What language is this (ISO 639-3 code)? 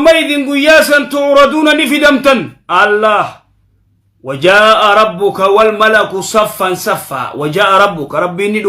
orm